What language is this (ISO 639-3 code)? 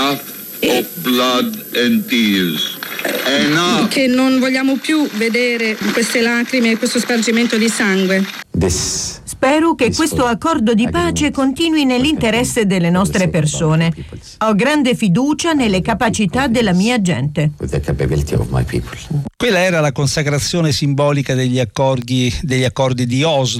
ita